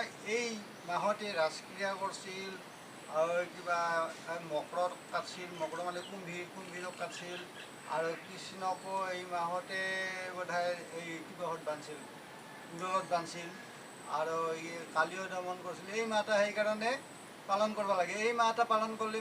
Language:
Assamese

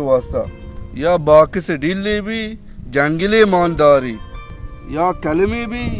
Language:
Baluchi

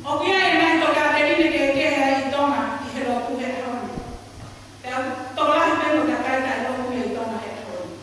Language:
Tongan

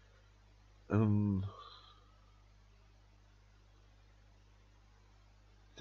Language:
Dutch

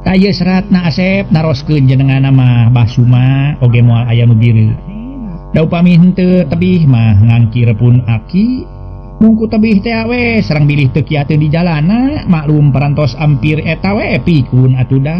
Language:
Sundanese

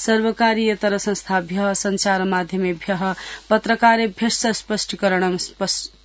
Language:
Sanskrit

